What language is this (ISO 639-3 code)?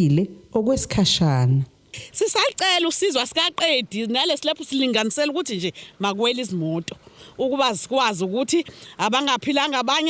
zul